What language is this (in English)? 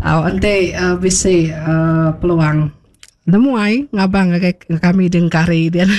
Iban